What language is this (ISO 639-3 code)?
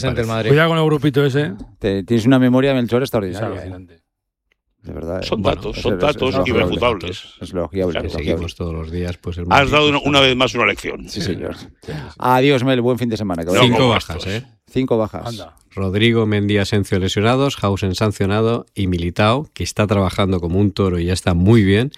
spa